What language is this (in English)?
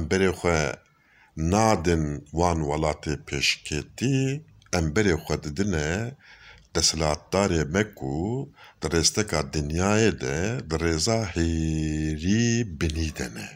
Kurdish